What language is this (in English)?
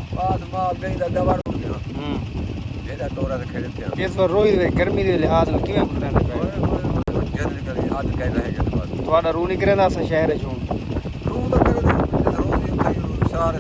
Saraiki